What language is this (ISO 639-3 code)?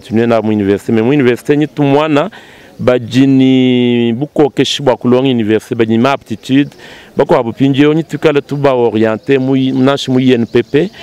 lua